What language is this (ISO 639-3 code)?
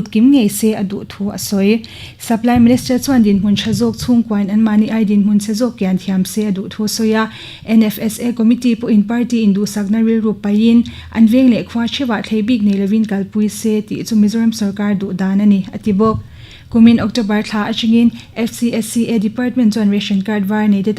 lus